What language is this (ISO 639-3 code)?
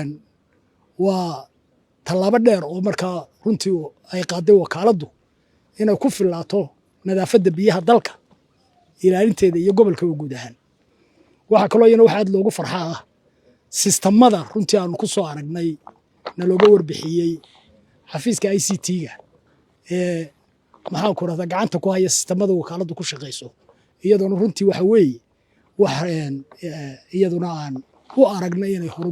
som